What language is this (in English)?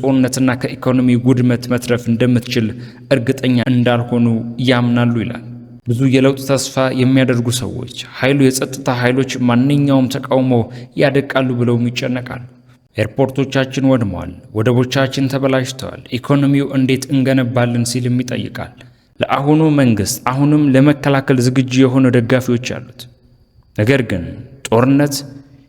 Amharic